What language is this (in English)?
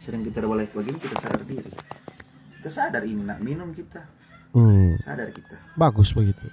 Manado Malay